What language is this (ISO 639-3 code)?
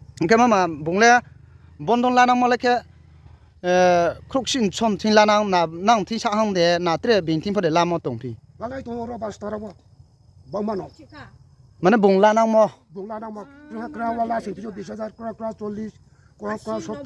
ria